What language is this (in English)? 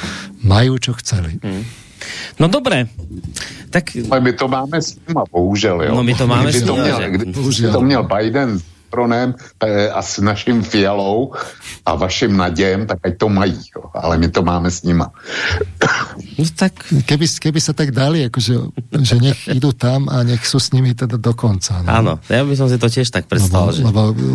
Slovak